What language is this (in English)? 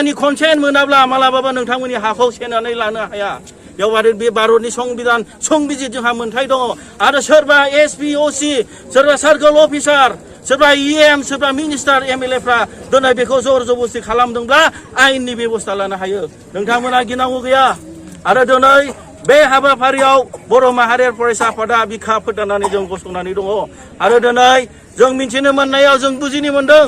Bodo